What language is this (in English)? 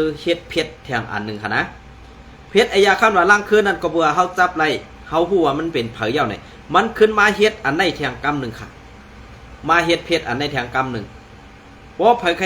Shan